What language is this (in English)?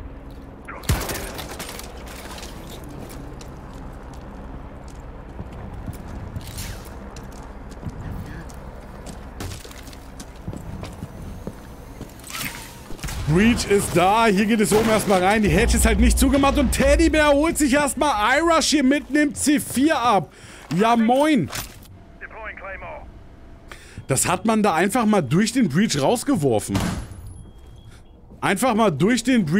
German